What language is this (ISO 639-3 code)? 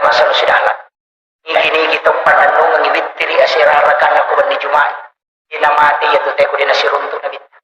bug